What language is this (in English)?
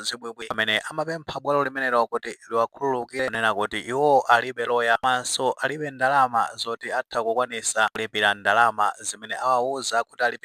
Nyanja